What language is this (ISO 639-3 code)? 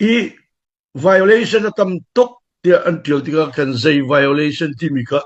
cnh